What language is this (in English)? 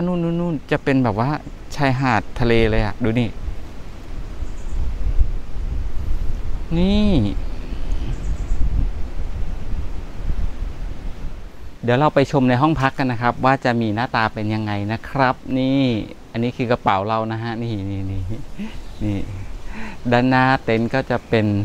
Thai